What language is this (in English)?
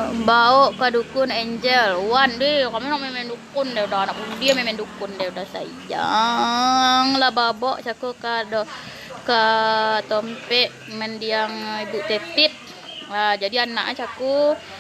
Minangkabau